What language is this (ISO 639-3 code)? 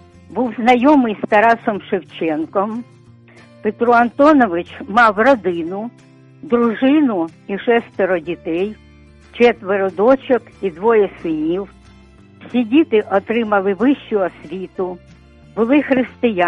ukr